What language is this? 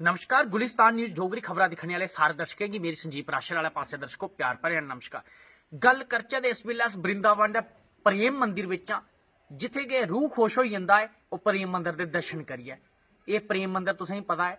Dogri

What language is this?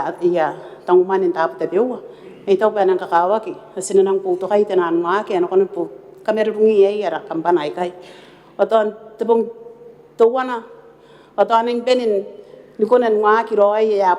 Gilbertese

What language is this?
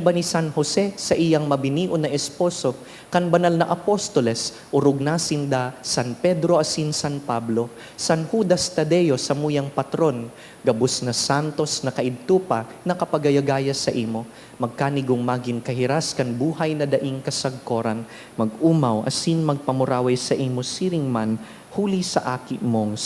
Bikol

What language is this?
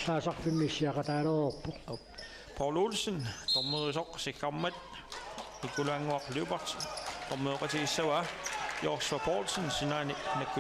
Kalaallisut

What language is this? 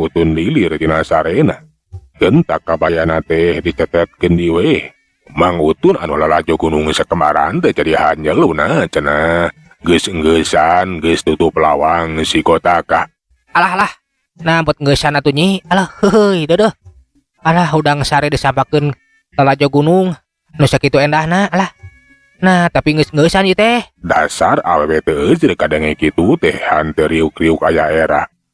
Sundanese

